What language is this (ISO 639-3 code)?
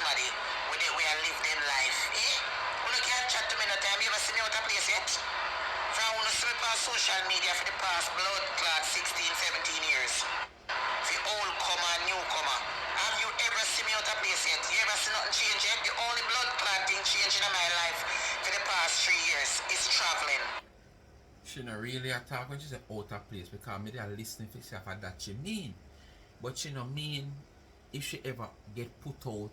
jam